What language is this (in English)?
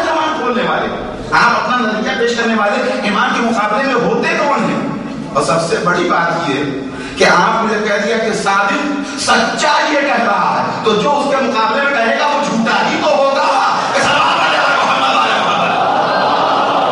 Urdu